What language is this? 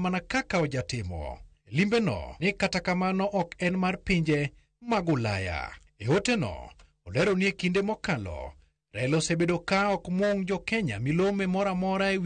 Luo (Kenya and Tanzania)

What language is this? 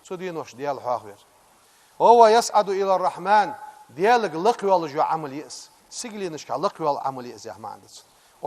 Ingush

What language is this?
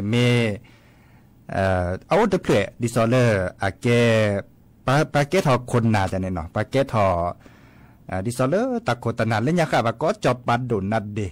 Thai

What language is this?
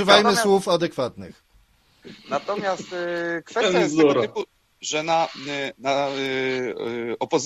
Polish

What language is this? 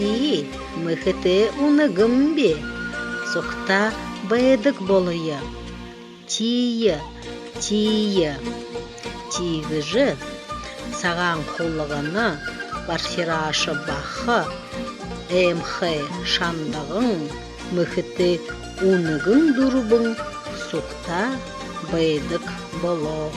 Buriat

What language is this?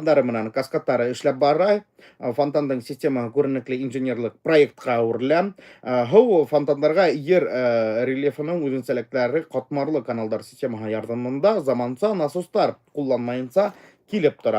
Bashkir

